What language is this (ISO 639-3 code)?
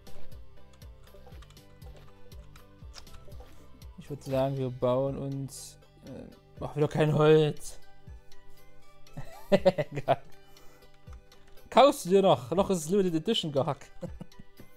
deu